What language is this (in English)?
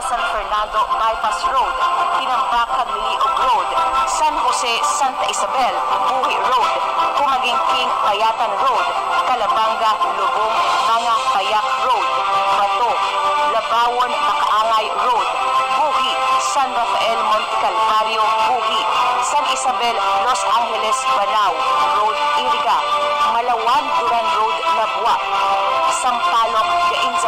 Bikol